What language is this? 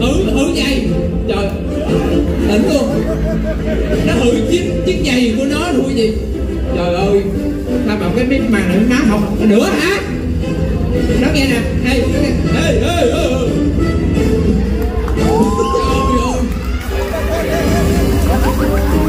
Vietnamese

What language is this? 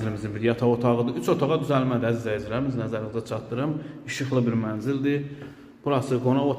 Azerbaijani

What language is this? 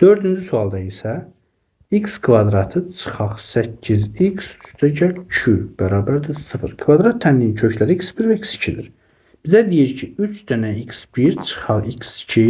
Azerbaijani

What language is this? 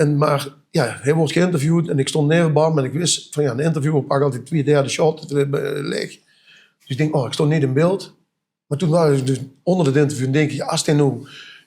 Limburgish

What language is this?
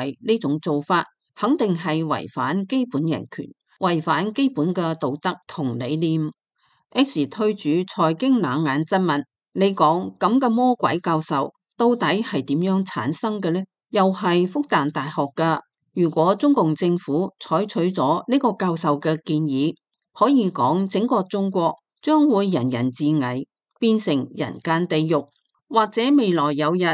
Cantonese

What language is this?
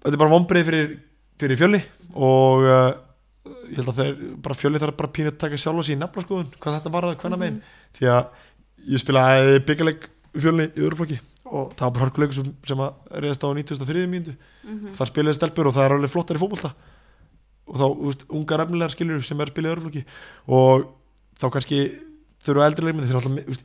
Icelandic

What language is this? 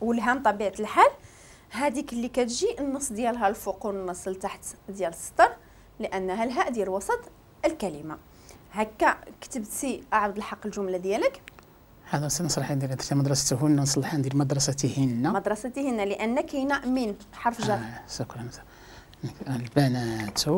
Moroccan Arabic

